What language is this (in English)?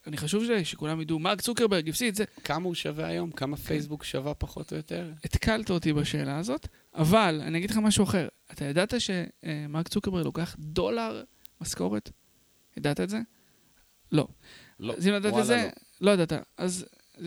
Hebrew